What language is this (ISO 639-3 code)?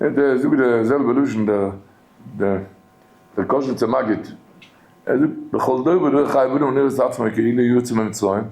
yid